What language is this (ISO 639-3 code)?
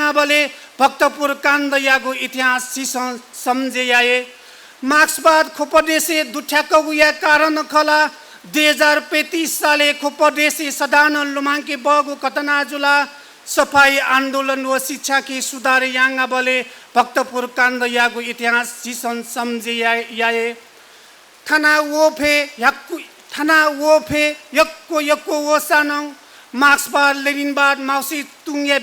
new